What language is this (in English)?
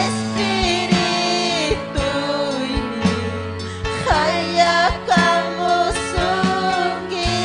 Ayacucho Quechua